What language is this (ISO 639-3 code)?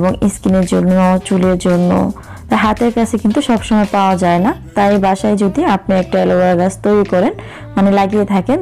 ben